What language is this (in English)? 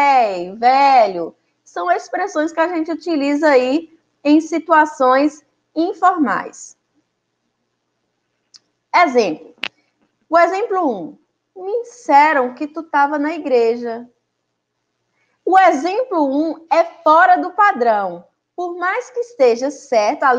Portuguese